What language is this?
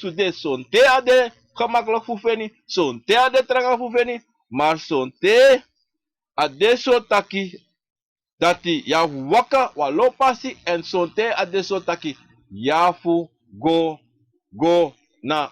Sranan Tongo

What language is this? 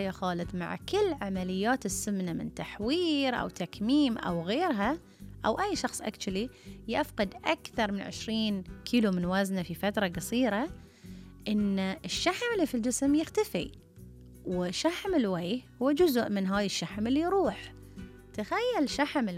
Gulf Arabic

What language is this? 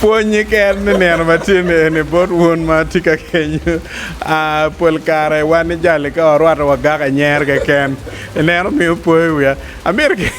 Acoli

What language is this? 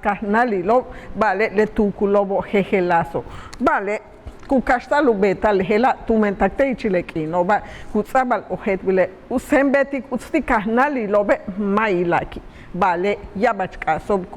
Yucateco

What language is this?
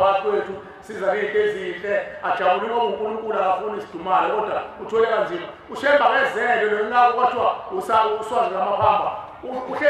Zulu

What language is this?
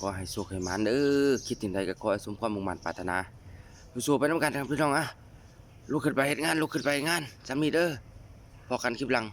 Northeastern Thai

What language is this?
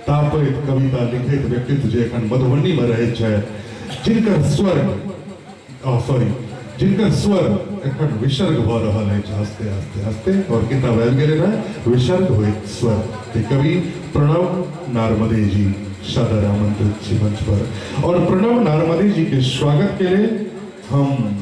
Maithili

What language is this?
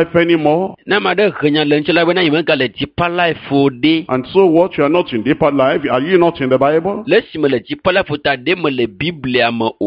Ewe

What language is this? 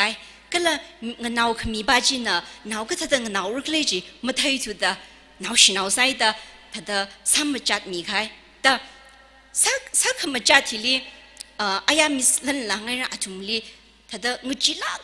Tangkhul Naga (India)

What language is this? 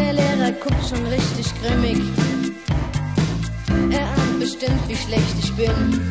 German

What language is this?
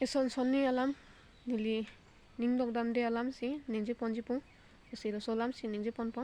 Karbi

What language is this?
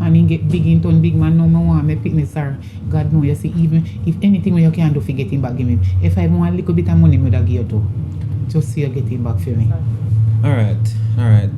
Jamaican Creole English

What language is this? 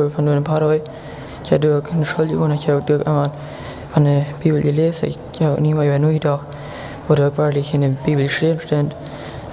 Plautdietsch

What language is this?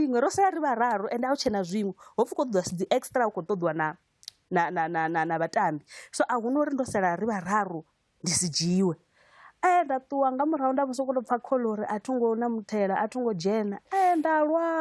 Venda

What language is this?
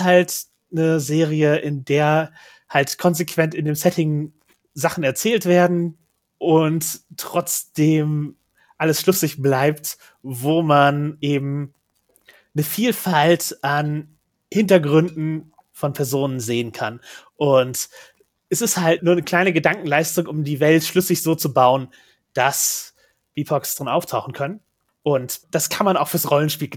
German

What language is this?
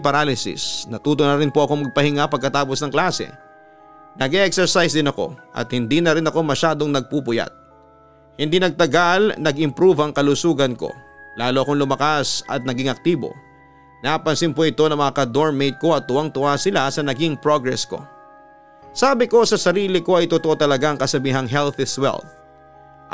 Filipino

